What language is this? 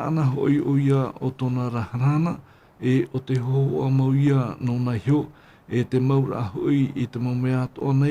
Tahitian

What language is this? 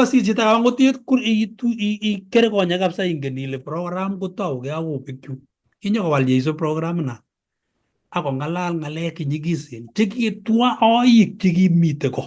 Kalenjin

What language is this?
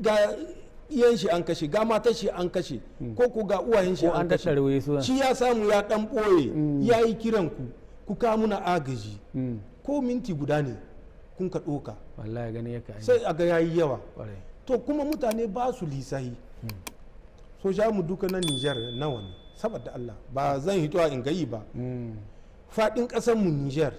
Hausa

